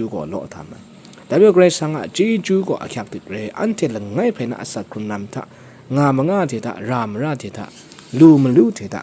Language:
Kachin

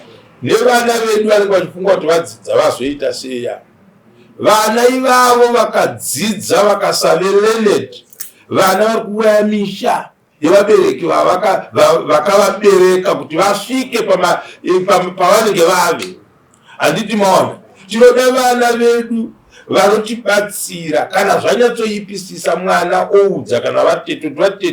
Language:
Shona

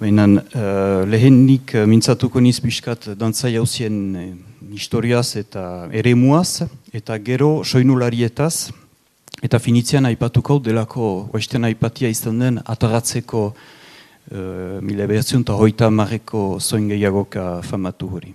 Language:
Basque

